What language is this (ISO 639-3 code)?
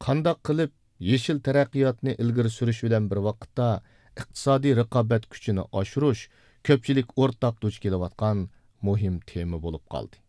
uig